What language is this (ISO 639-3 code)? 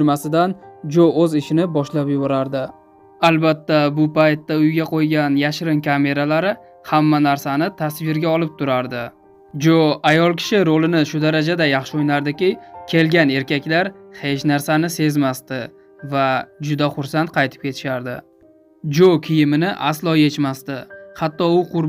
uzb